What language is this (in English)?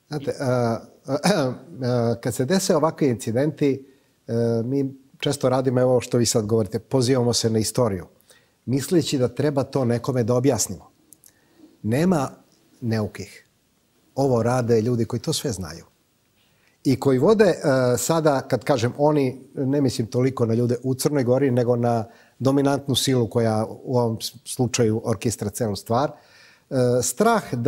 Serbian